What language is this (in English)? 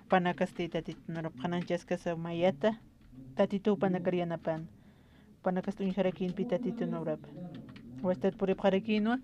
Aymara